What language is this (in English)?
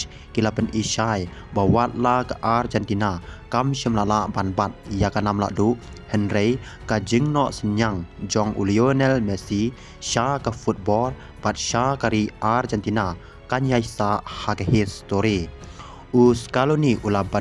Khasi